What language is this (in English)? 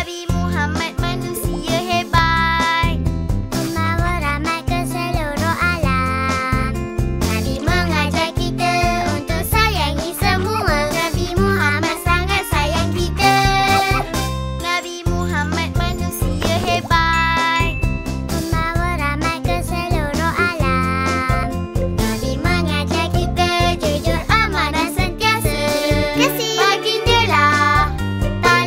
Malay